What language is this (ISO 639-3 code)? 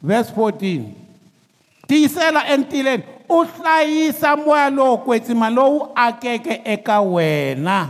tso